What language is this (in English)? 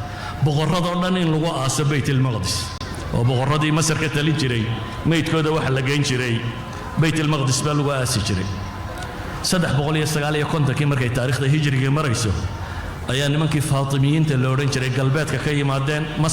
Somali